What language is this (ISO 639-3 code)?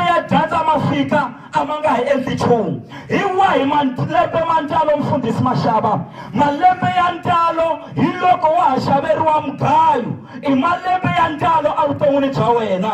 tso